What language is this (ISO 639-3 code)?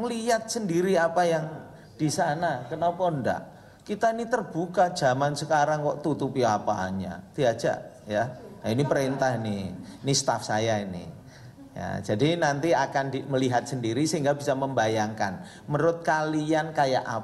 ind